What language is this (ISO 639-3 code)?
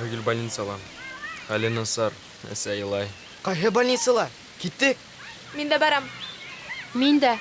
bak